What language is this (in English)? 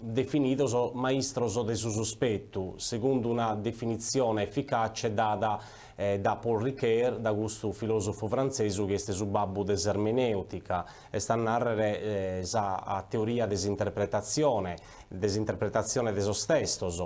Sardinian